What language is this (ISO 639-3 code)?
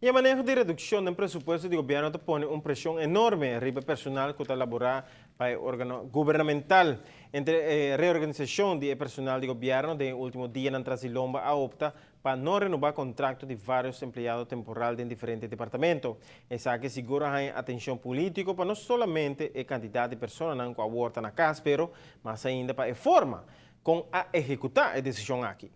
pap